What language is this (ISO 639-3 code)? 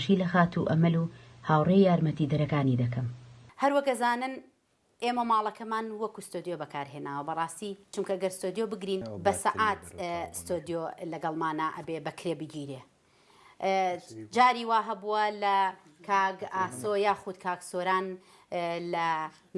ckb